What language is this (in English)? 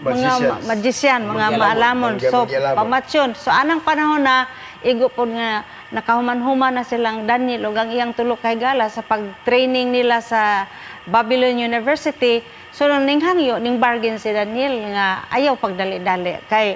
Cebuano